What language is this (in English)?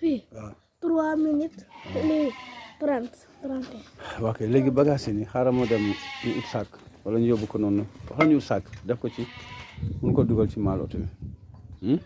Wolof